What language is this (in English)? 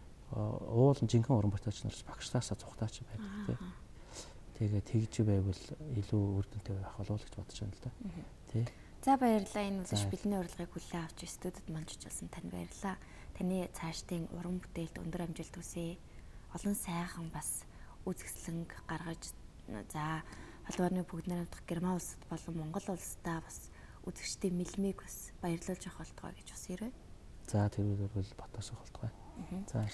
Mongolian